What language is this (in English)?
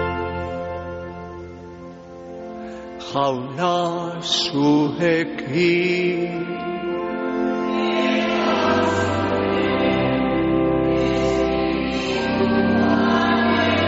Basque